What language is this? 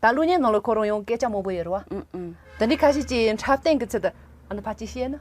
Tibetan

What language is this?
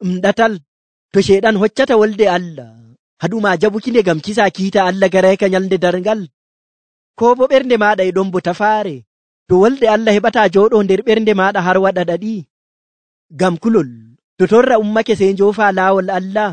Nigerian Fulfulde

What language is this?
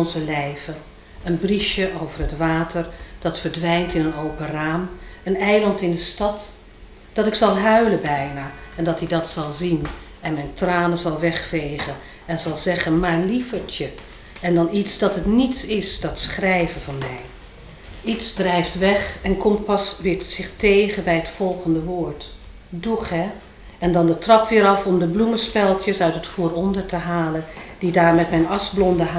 Dutch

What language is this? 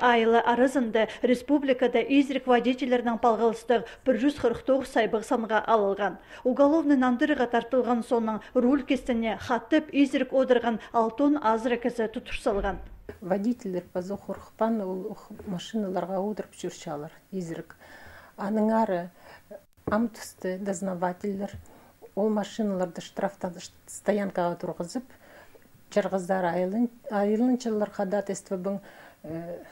Khakas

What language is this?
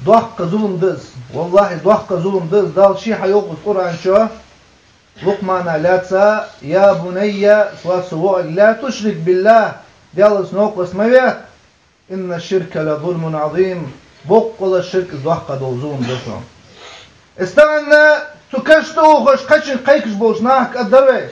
Ingush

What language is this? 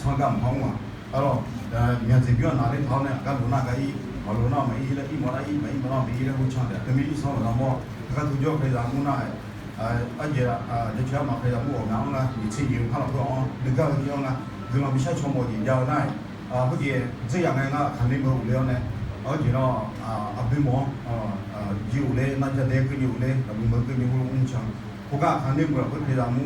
Akha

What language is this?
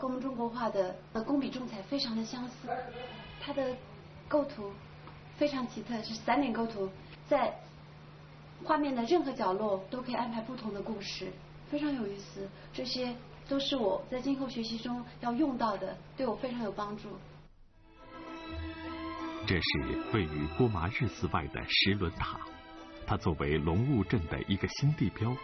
Chinese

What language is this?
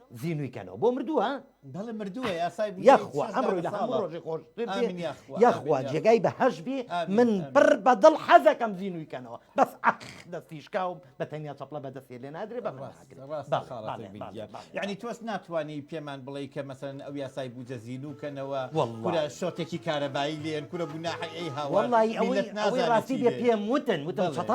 Central Kurdish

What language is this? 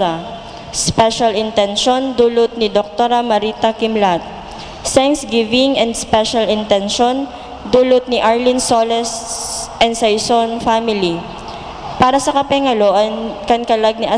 Bikol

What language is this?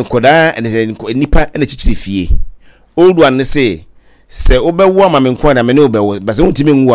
Akan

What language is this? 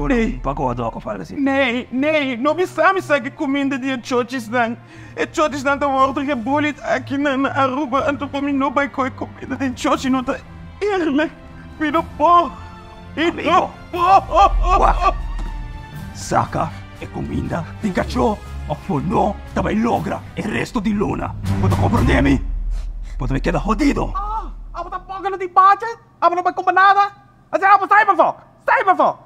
Papiamento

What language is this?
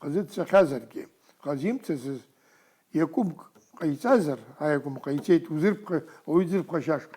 Abkhazian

